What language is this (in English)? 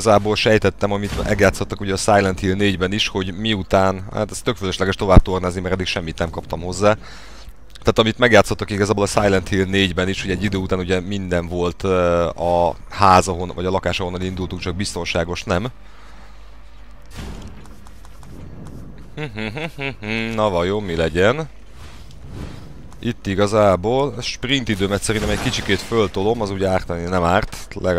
Hungarian